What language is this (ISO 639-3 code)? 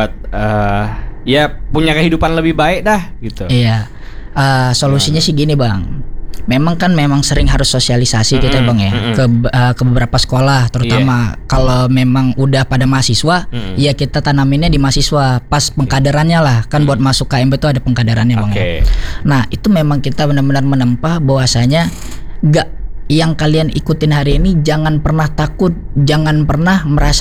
ind